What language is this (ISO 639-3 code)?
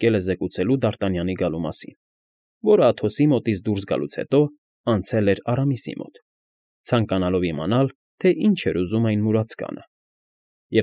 hye